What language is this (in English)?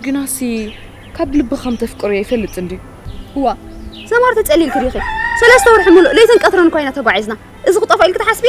Tigrinya